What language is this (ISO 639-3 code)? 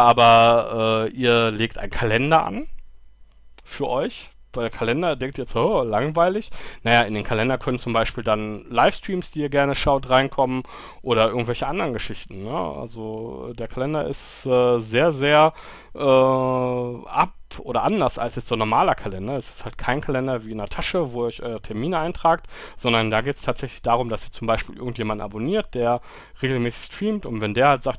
deu